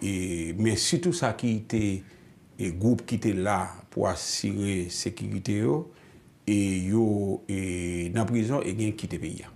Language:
Haitian Creole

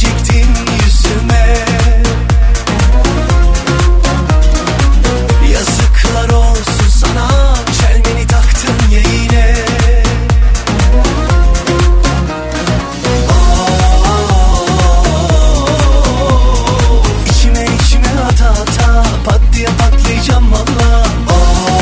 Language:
Turkish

